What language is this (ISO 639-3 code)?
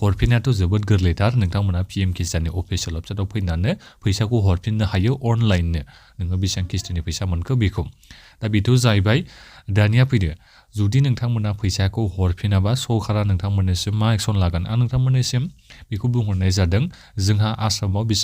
brx